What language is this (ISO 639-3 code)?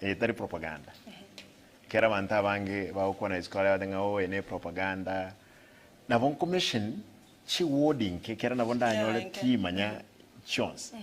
guz